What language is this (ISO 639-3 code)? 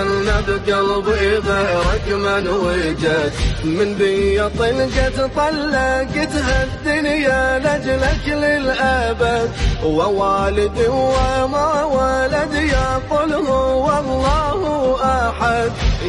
fas